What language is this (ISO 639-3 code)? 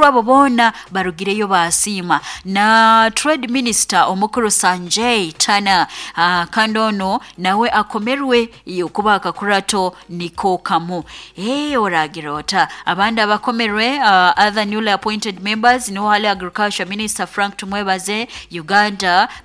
nyo